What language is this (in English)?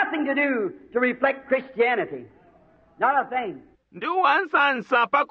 Bemba